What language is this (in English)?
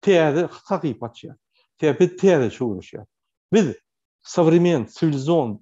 Turkmen